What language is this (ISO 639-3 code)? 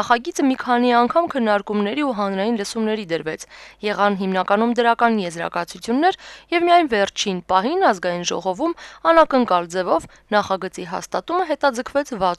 hye